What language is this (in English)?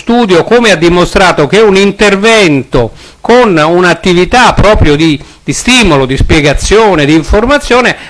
Italian